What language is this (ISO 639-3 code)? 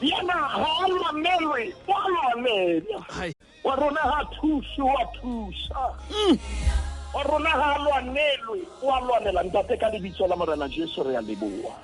sot